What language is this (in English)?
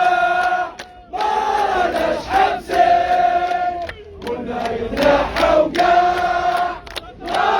Algerian Arabic